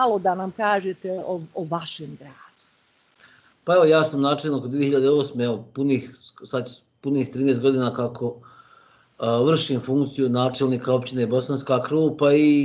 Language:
Bosnian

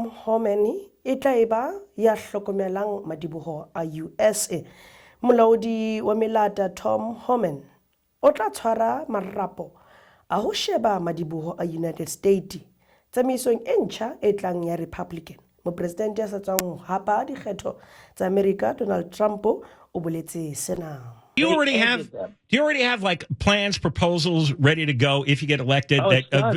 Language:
Southern Sotho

